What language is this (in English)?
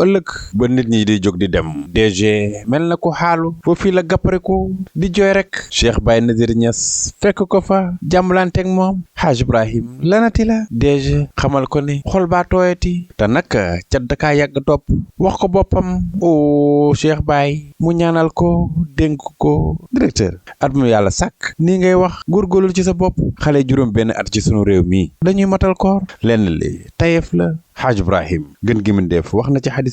Wolof